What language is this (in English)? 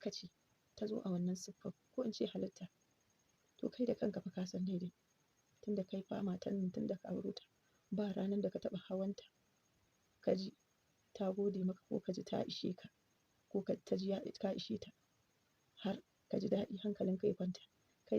Hausa